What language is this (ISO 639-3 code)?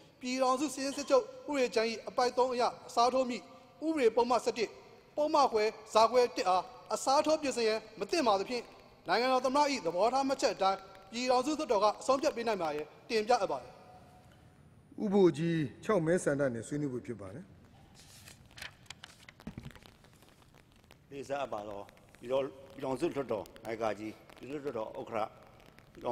mya